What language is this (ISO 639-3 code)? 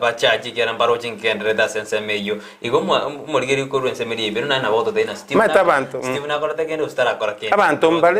guz